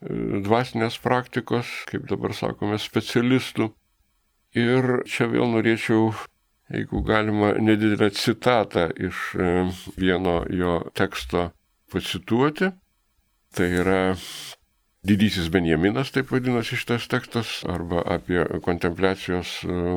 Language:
Lithuanian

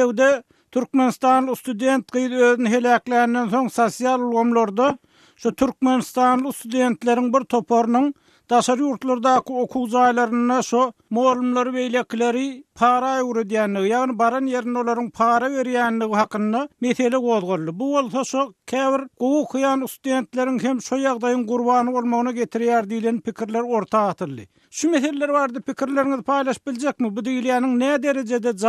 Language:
Turkmen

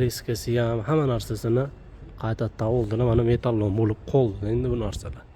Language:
Uzbek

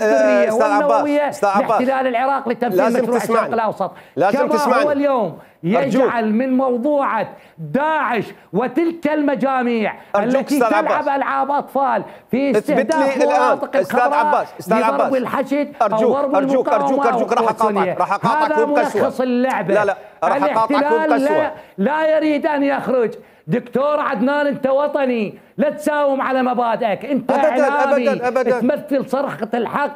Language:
Mesopotamian Arabic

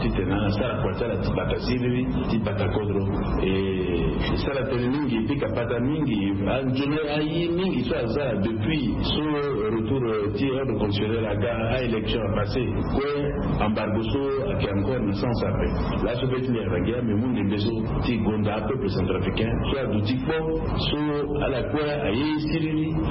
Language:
Sango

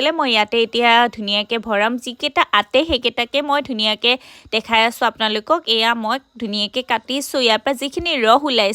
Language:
Assamese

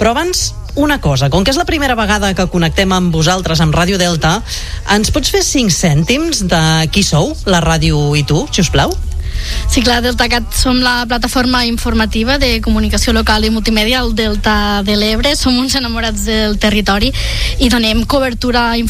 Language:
Catalan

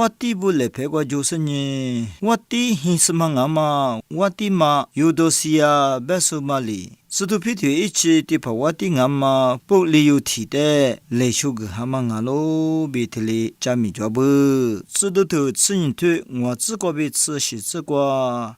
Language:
Lisu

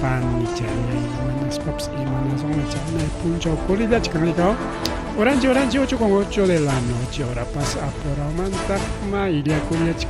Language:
Ayacucho Quechua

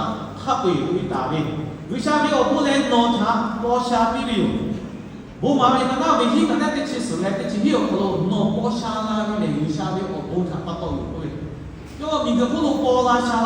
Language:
Lahu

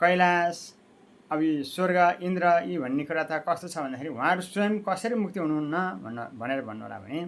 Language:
Nepali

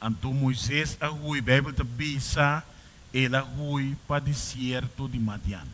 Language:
Papiamento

